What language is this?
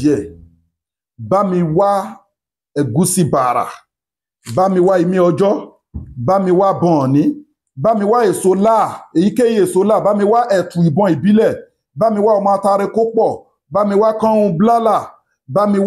Yoruba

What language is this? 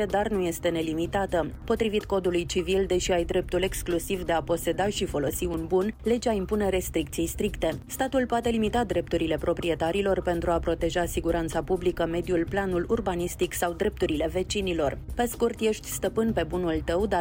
Romanian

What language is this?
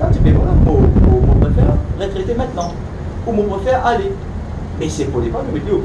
Morisyen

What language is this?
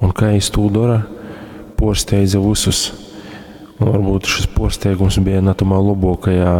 Latgalian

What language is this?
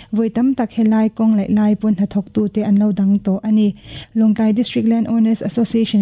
Mizo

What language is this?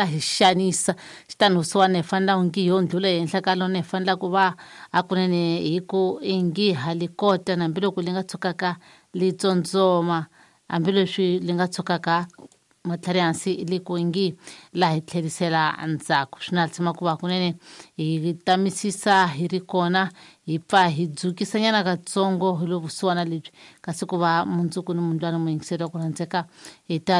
Tsonga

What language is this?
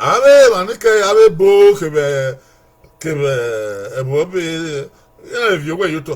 Bini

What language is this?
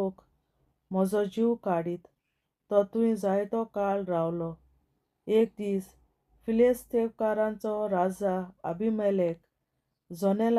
Konkani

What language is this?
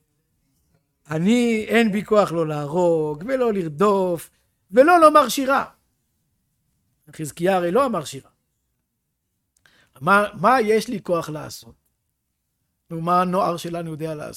Hebrew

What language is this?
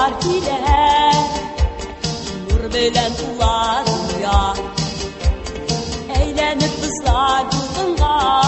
Tatar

